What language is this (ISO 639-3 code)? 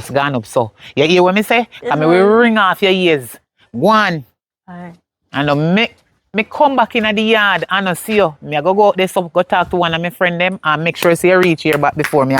jam